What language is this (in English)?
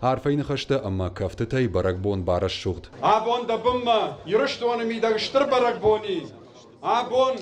Ossetic